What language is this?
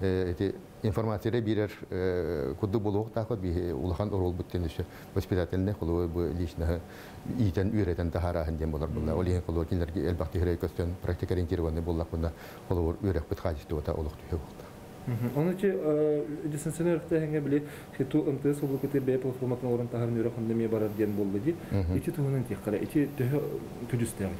Yakut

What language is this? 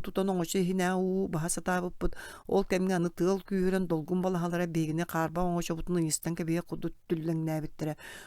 Yakut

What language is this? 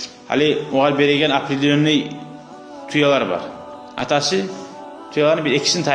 Kumyk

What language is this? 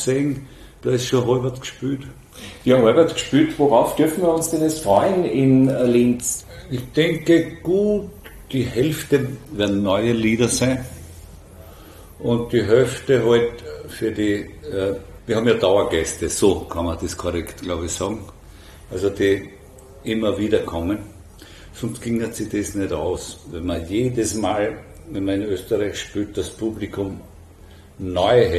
German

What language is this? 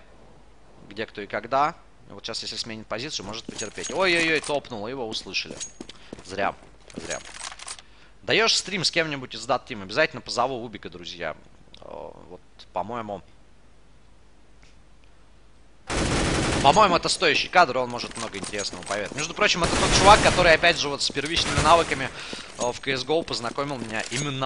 Russian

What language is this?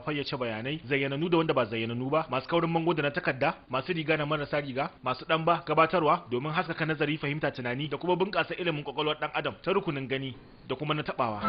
Hausa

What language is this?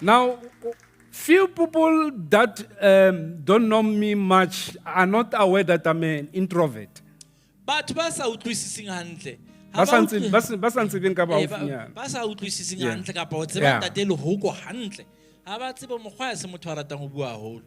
Southern Sotho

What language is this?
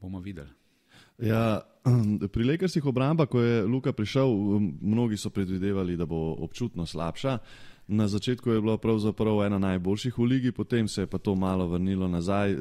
Slovenian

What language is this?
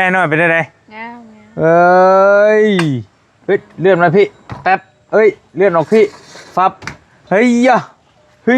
Northeastern Thai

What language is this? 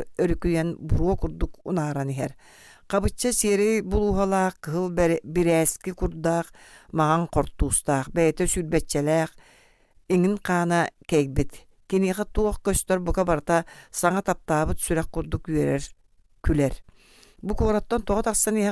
Yakut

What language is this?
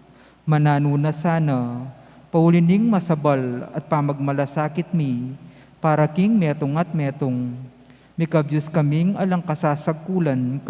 Pampanga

